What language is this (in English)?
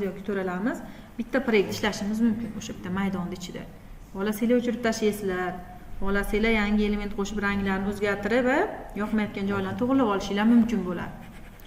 Uzbek